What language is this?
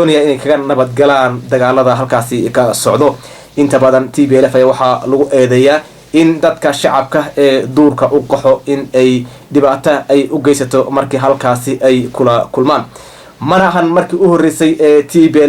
Somali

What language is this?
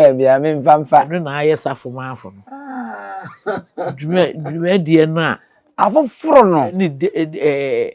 Akan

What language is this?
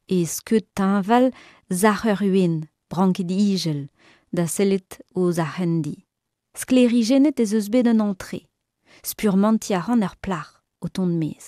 Breton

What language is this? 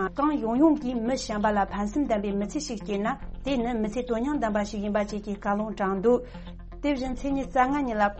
Tibetan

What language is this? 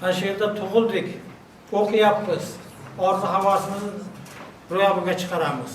Uzbek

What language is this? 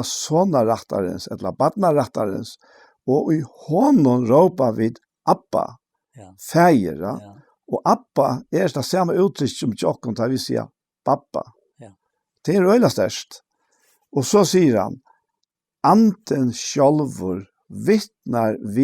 Faroese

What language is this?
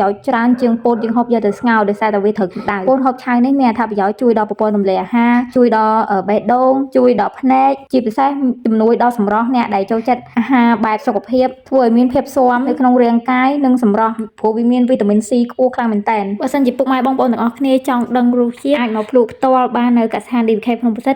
Khmer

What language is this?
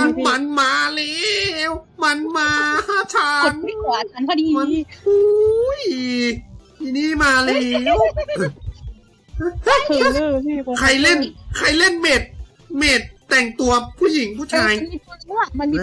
Thai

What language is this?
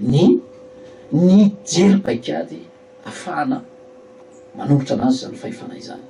Malagasy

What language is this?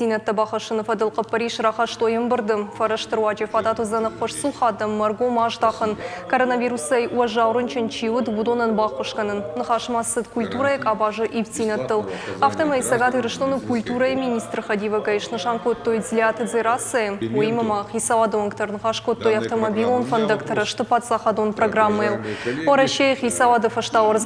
Ossetic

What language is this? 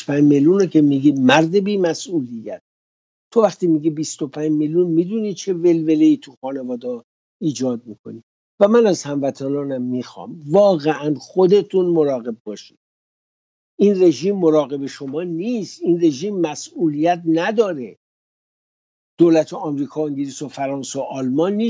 Persian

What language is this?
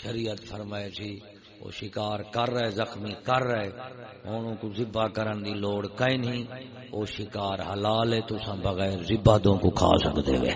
Saraiki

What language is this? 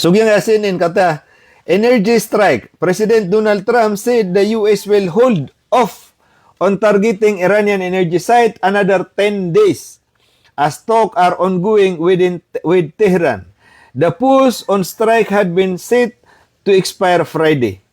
Maranao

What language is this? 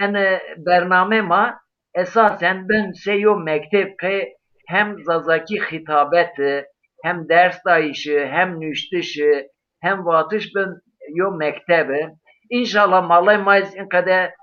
Zaza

